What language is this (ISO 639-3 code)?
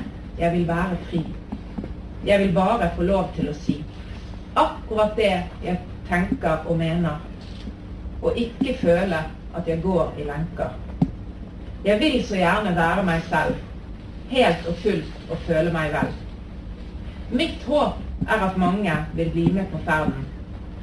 nor